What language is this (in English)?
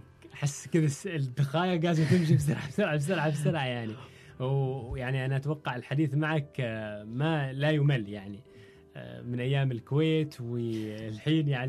Gulf Arabic